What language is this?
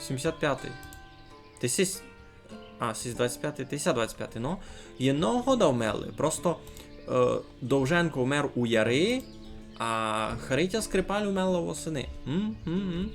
Rusyn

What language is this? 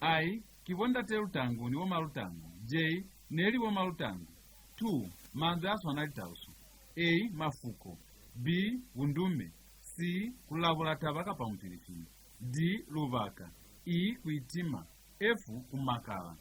Lozi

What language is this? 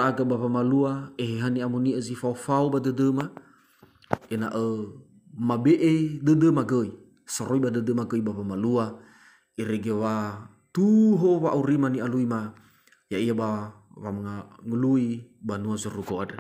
Nias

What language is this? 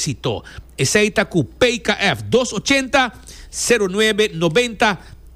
Papiamento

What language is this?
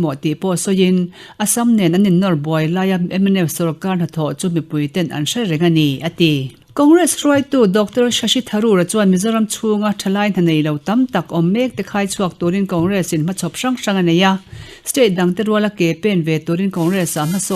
Mizo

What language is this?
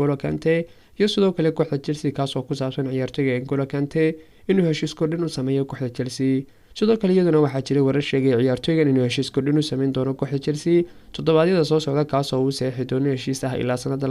Somali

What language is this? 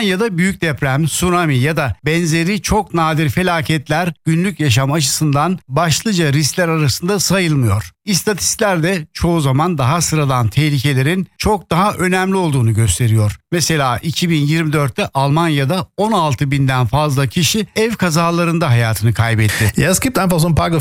Turkish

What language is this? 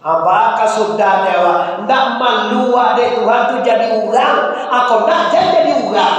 Minangkabau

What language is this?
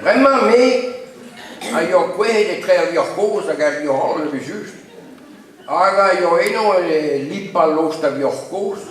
Breton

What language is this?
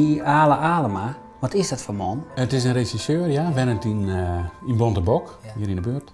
Western Frisian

